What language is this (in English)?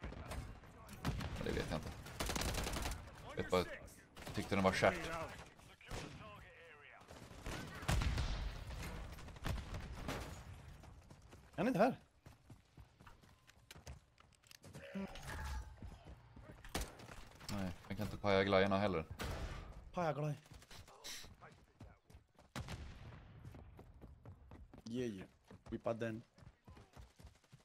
Swedish